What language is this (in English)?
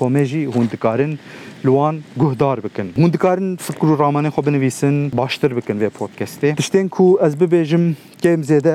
Kurdish